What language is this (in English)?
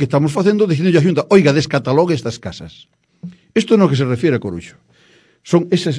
Galician